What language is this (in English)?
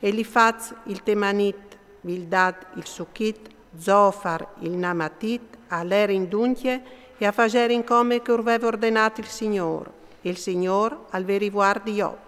Friulian